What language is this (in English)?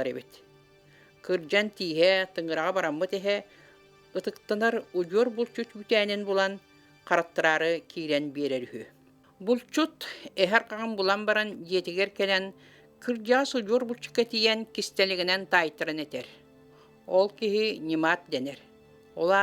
Yakut